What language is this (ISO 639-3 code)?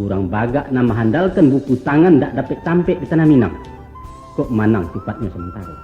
min